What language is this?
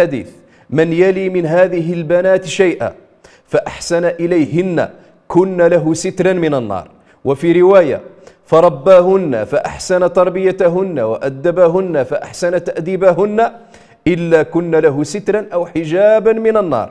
Riffian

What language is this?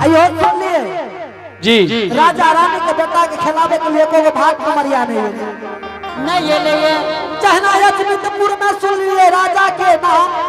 Angika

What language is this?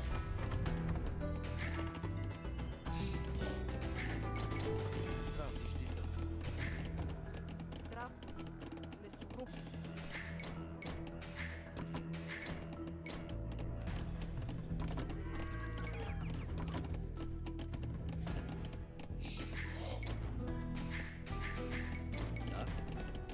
Bulgarian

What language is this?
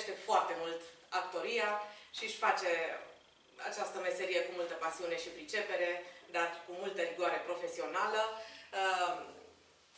Romanian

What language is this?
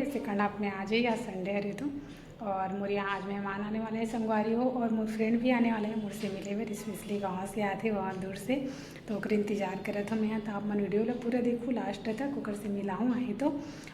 Chhattisgarhi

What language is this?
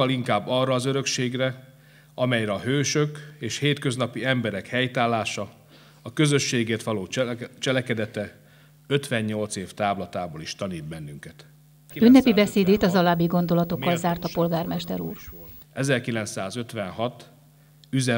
Hungarian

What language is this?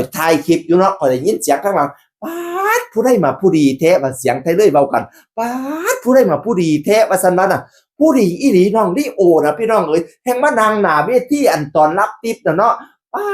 Northeastern Thai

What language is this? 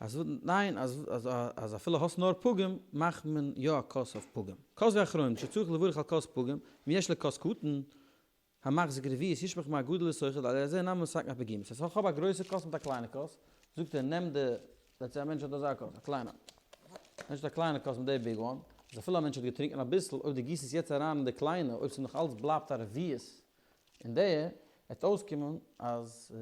Yiddish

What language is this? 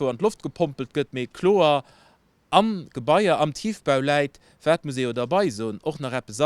Luxembourgish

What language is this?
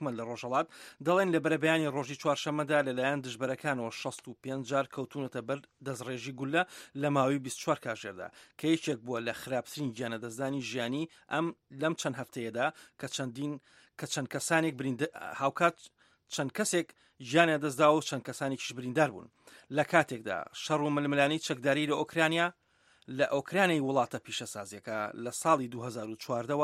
Central Kurdish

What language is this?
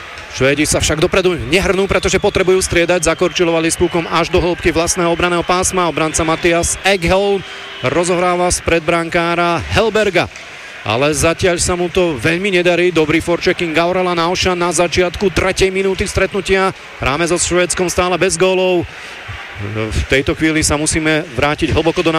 Slovak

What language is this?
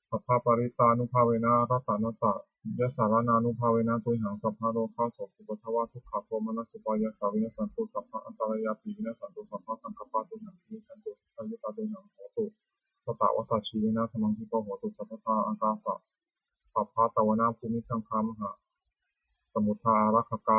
Pali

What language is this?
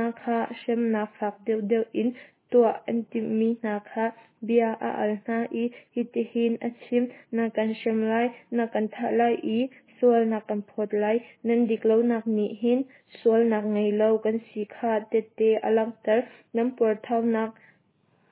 Hakha Chin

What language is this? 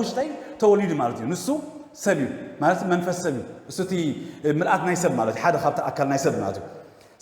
Tigrinya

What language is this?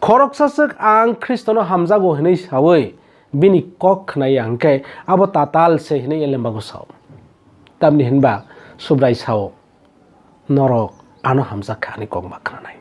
Kok Borok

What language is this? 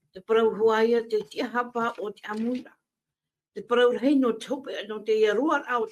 Tahitian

